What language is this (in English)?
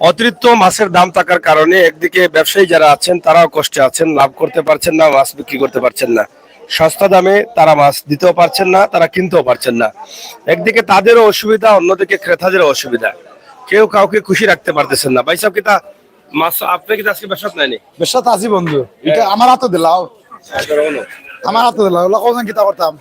Sylheti